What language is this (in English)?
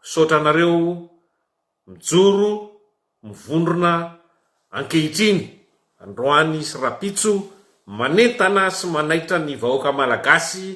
Malagasy